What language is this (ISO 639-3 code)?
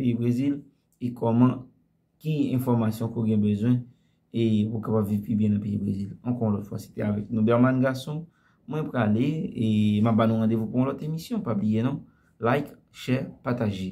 hat